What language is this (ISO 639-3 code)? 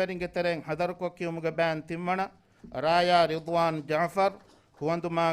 div